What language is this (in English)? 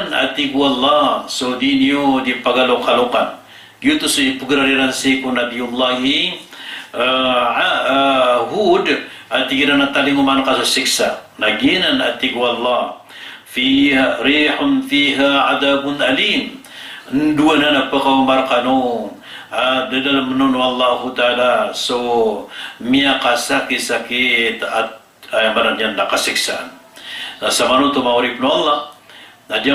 Maranao